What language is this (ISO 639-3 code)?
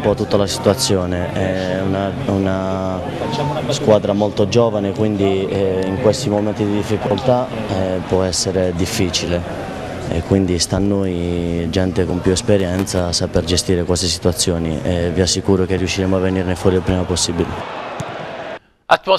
ita